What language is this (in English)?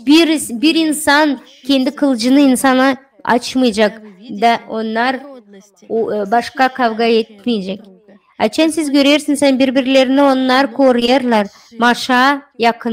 Gagauz